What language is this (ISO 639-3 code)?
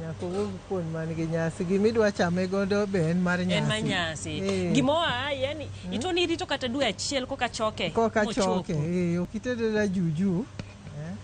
luo